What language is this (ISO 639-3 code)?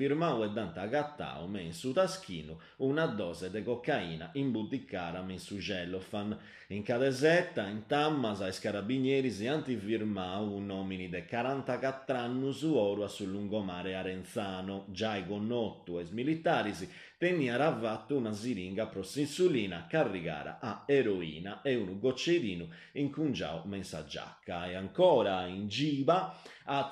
srd